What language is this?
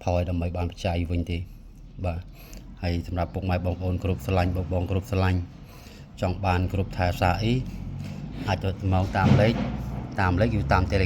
Khmer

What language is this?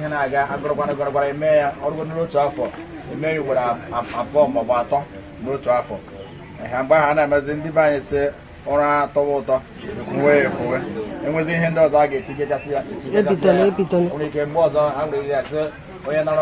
Igbo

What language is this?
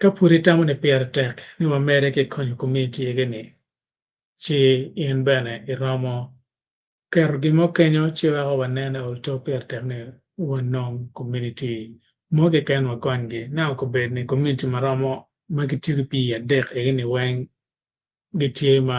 Acoli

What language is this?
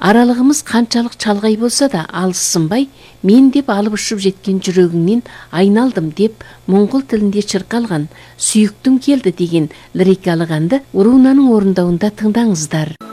Kazakh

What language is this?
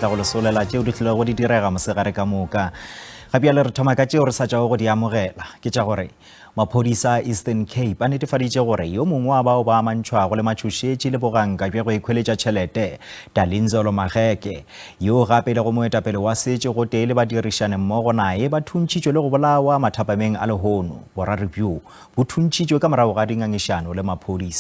Northern Sotho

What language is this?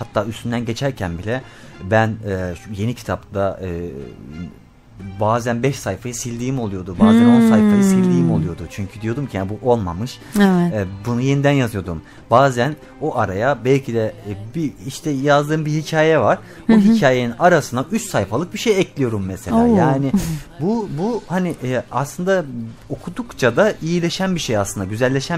Turkish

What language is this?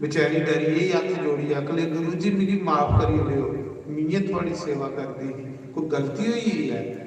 Dogri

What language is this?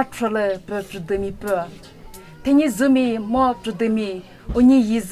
Chokri Naga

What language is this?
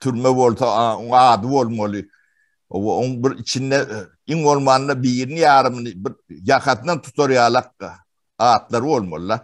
Turkmen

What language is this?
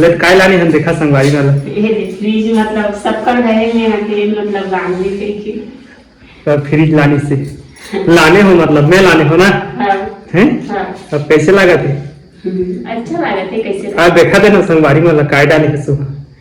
Chhattisgarhi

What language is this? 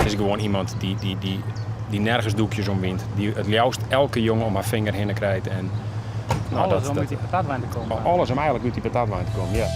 Western Frisian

